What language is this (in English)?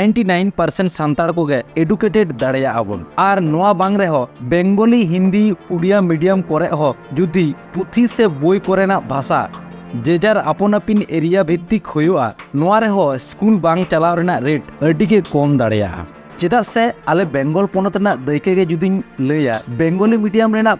Santali